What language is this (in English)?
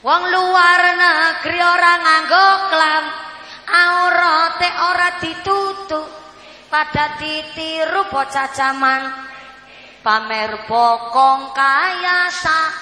Javanese